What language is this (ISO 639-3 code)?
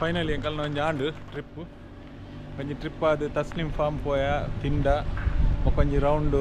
tcy